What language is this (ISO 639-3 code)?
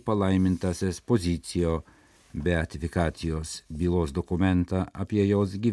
lit